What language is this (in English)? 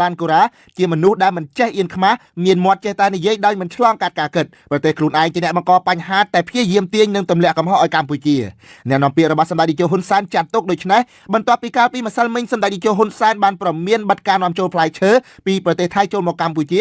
Khmer